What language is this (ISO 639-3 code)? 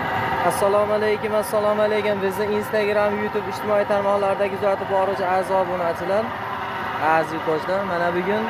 uzb